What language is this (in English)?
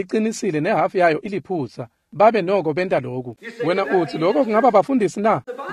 Swati